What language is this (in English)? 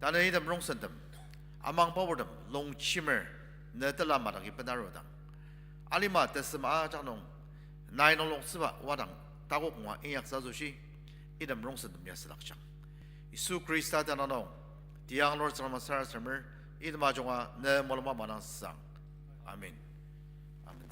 Ao Naga